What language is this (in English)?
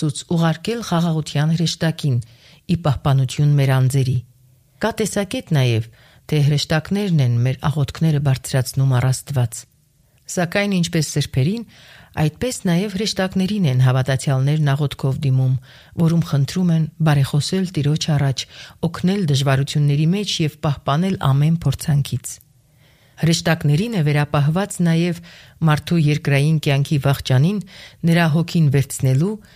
Armenian